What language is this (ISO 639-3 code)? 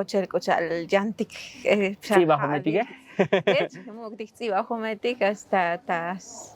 tzo